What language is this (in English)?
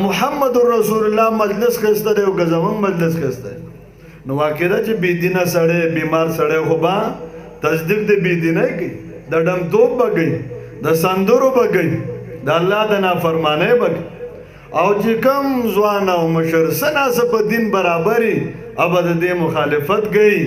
Pashto